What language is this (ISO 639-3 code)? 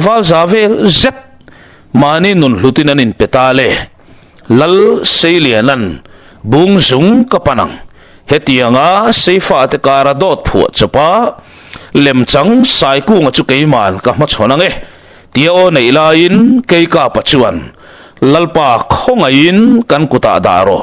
lus